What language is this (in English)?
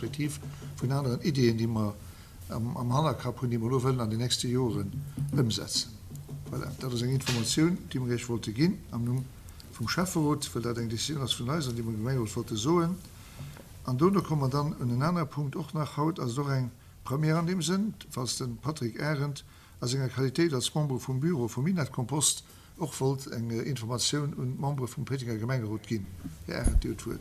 Luxembourgish